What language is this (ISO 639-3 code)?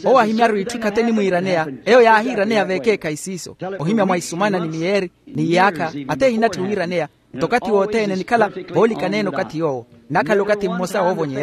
vmw